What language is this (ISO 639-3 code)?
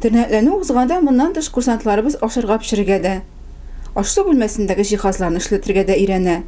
tat